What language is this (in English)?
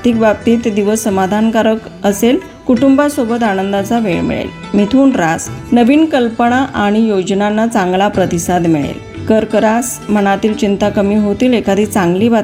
Marathi